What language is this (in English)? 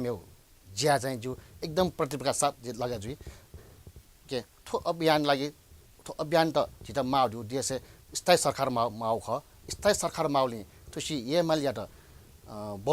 Newari